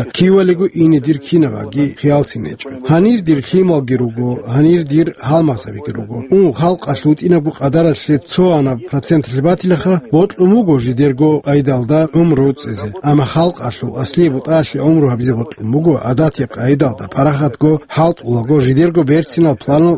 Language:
Avaric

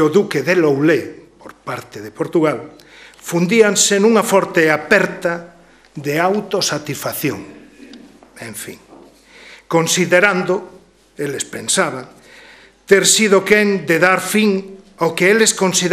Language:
Galician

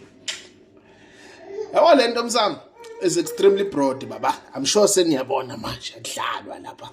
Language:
Zulu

